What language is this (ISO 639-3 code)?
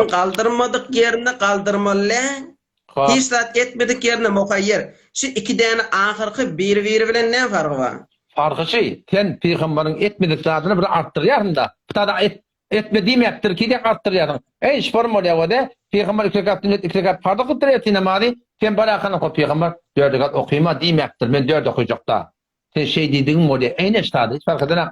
tuk